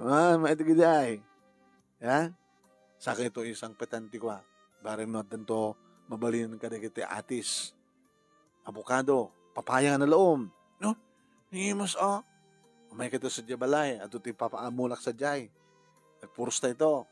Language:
Iloko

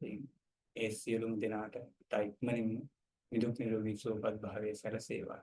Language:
Sinhala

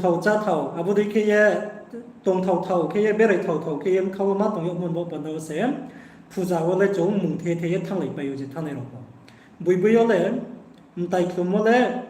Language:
Riang (India)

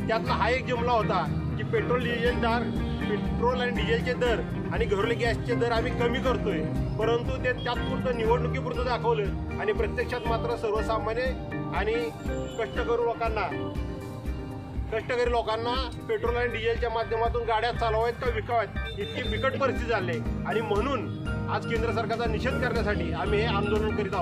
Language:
Marathi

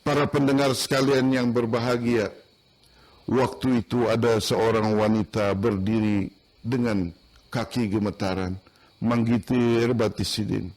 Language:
Banjar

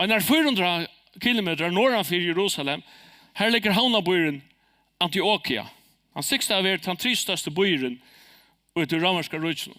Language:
Faroese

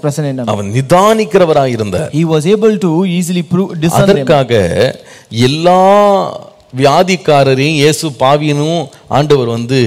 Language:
Tamil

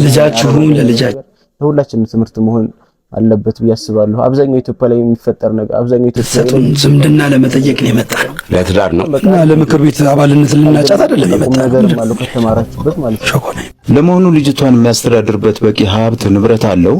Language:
Amharic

